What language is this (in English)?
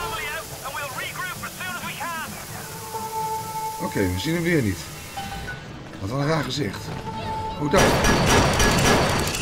Dutch